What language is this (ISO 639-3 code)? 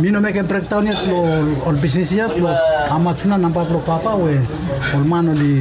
bis